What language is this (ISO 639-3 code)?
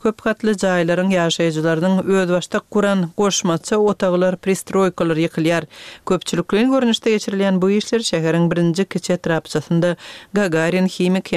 tuk